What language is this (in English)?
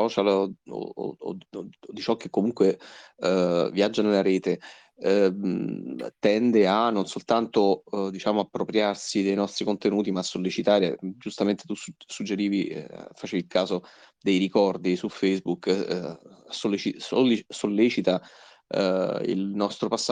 Italian